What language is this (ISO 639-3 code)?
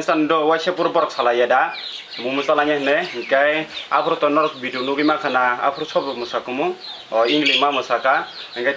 trp